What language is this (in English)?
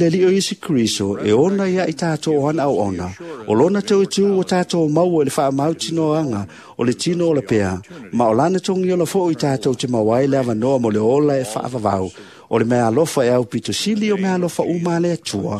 Samoan